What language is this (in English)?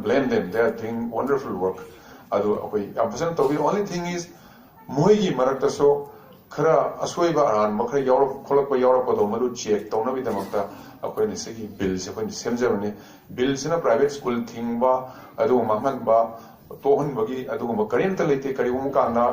Manipuri